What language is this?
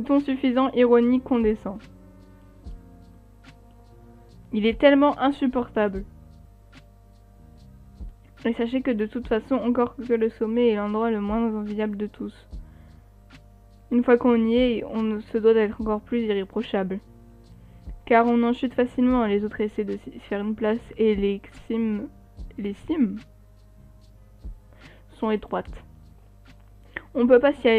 French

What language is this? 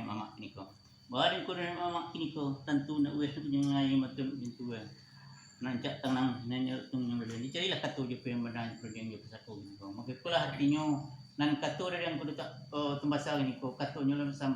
Minangkabau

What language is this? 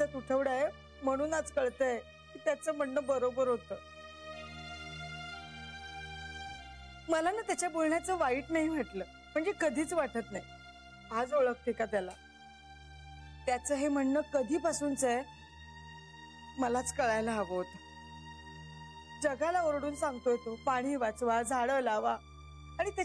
Marathi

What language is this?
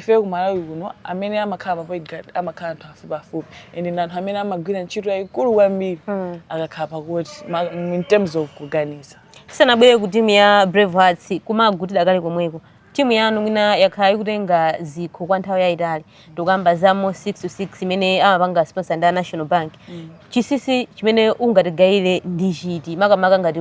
Nyanja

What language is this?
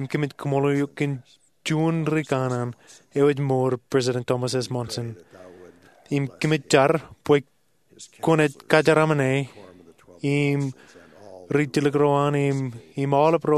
Marshallese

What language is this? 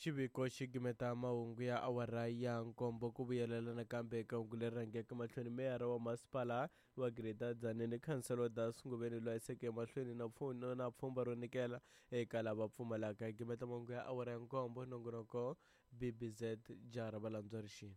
Tsonga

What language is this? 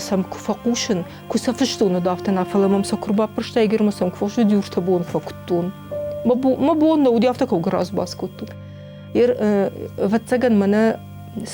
Ossetic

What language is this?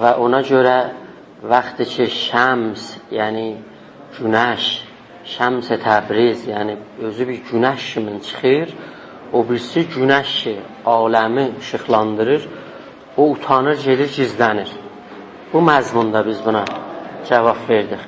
South Azerbaijani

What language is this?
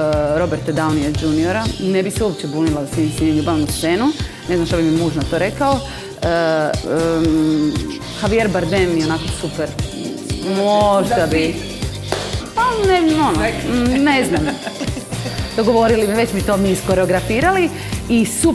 Croatian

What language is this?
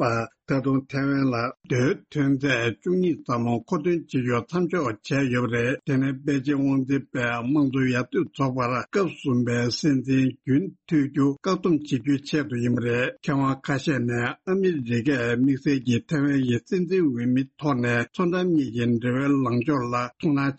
Tibetan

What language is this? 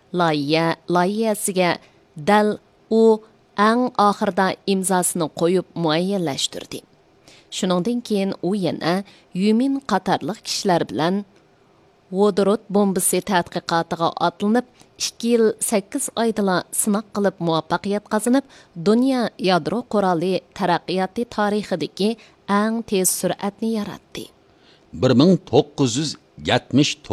Uyghur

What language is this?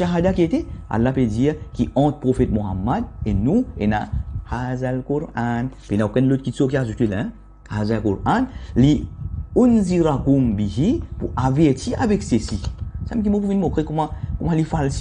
Morisyen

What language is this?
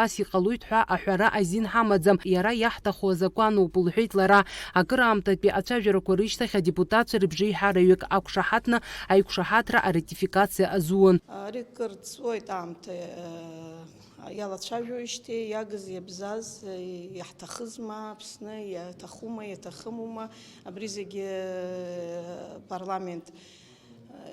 Abkhazian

